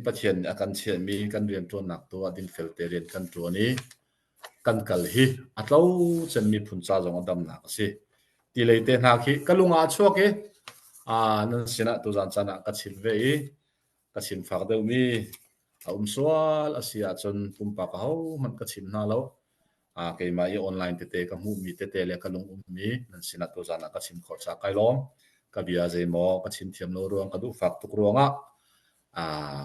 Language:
Hakha Chin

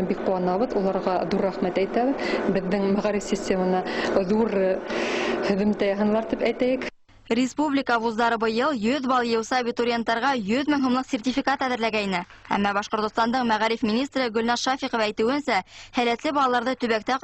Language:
Bashkir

